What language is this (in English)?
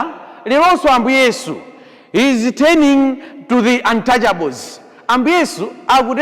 Nyanja